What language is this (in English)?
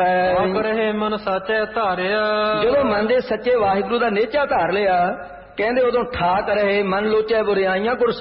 Punjabi